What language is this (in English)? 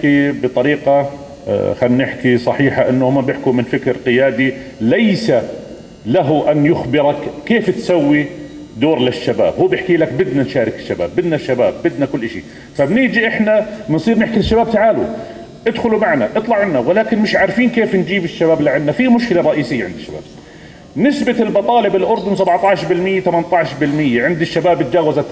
North Levantine Arabic